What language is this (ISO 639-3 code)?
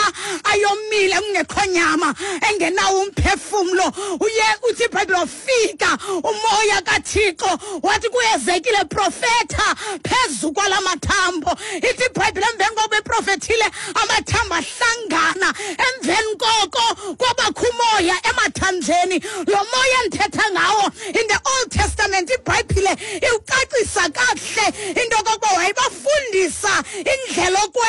xho